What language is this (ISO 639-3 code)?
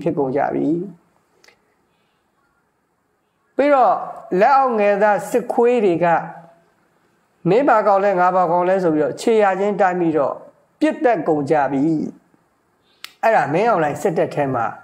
mya